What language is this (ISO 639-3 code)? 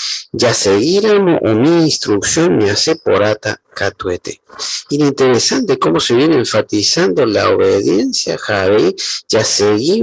grn